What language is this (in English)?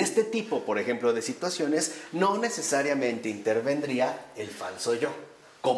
Spanish